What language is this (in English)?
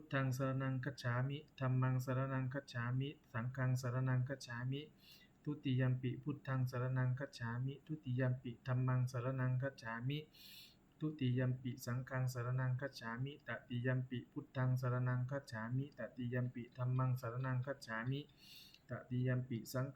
Pali